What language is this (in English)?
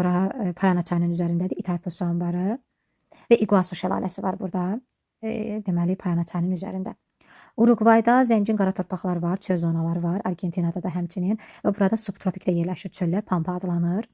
Azerbaijani